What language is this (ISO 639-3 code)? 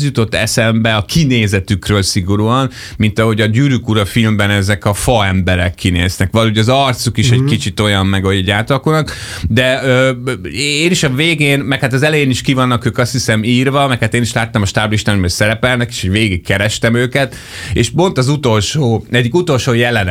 hun